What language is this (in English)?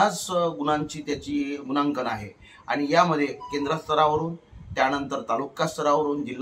Marathi